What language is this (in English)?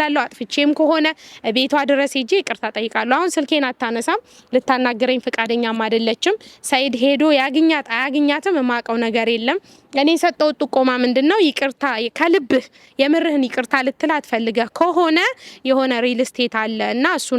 Amharic